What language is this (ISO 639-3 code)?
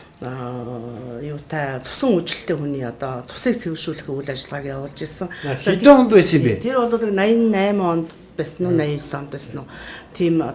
mon